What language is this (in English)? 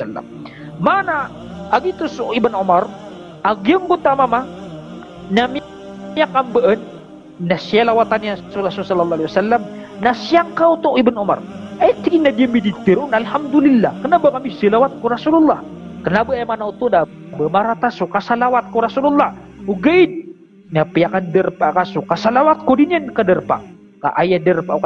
Maranao